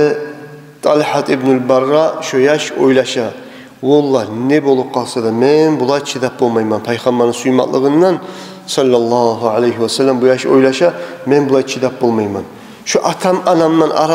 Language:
Kumyk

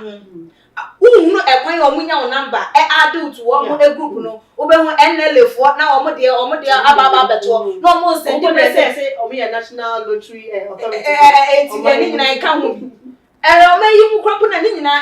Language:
Akan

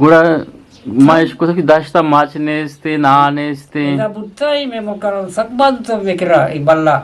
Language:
Eastern Balochi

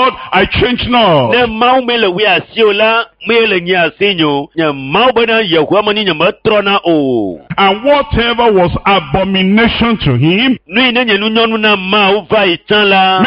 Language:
Ewe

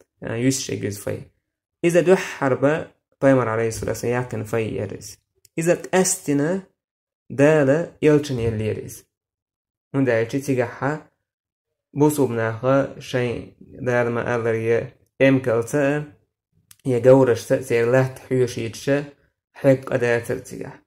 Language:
Chechen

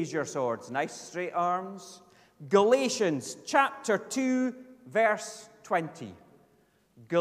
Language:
English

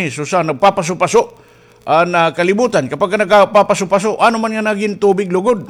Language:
Waray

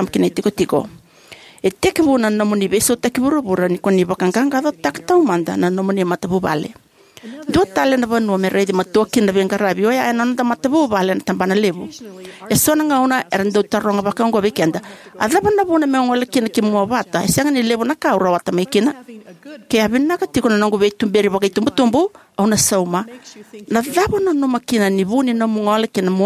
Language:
Fijian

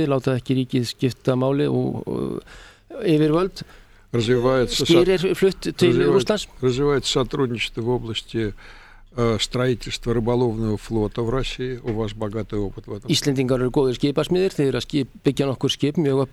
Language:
Icelandic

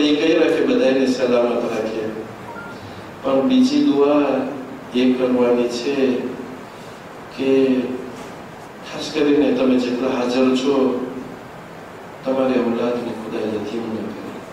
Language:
Gujarati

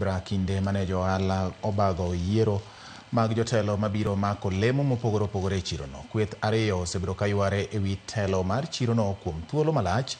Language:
Luo (Kenya and Tanzania)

